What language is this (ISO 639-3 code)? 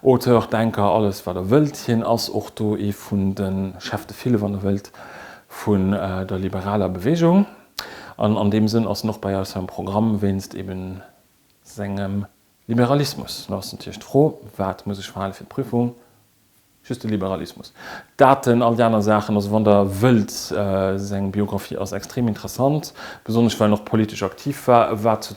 ltz